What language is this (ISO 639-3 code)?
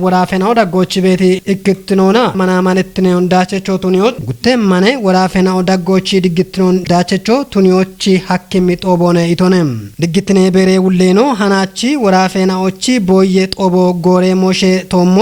kbr